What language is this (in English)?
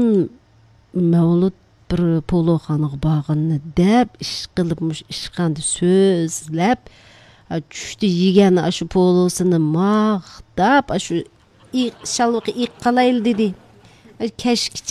Uyghur